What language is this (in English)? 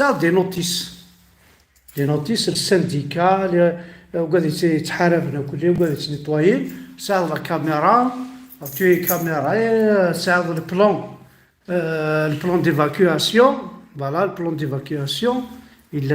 Kabyle